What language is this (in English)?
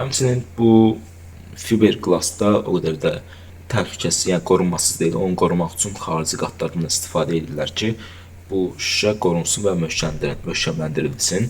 Azerbaijani